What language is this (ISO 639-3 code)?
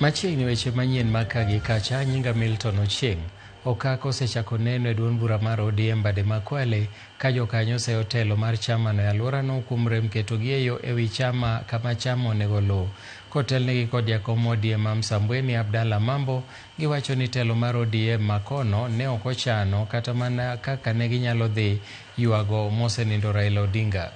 luo